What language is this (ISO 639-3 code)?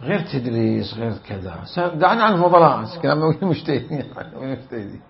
acm